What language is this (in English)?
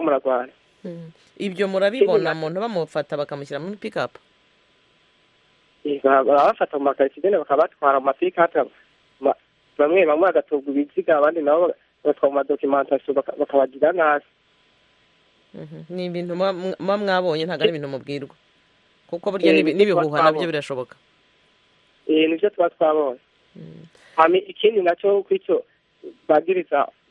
Kinyarwanda